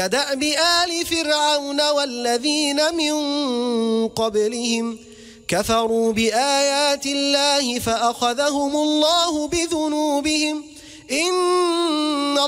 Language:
Arabic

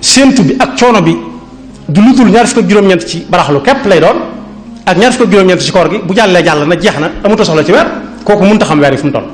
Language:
Wolof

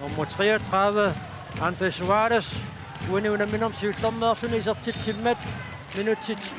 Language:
Kalaallisut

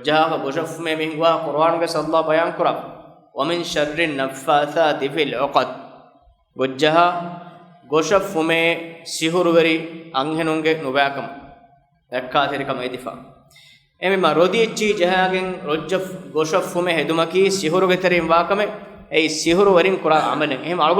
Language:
Divehi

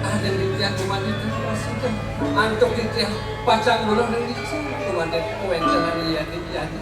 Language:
Balinese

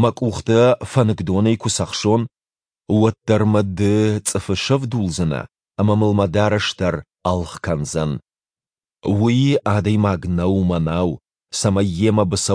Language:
Ossetic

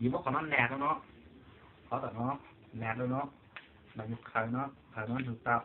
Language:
Hmong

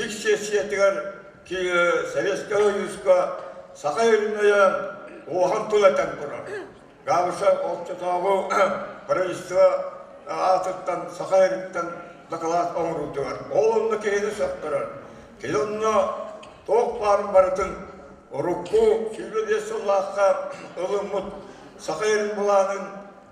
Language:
Yakut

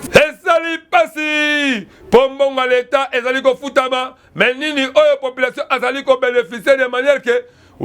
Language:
Lingala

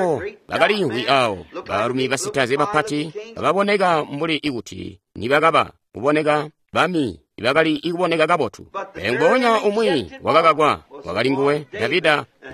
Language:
Tonga (Zambia)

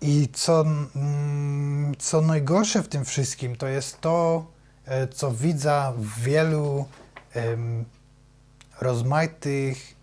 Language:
Silesian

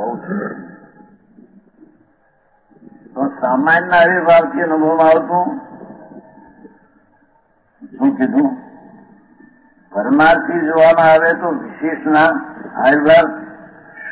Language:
Gujarati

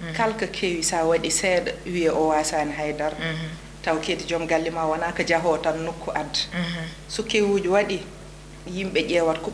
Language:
Fula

